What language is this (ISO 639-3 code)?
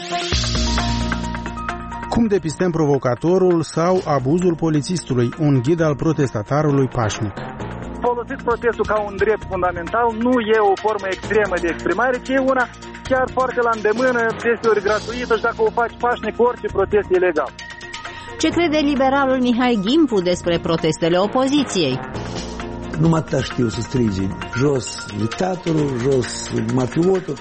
ron